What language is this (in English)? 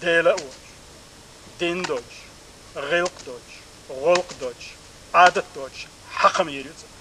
Chechen